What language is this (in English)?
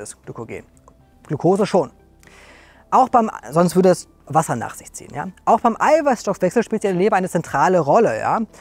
German